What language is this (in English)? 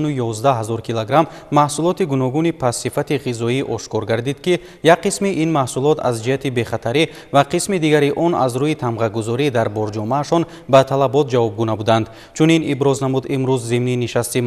Tajik